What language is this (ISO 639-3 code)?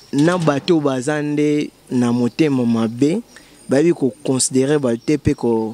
lin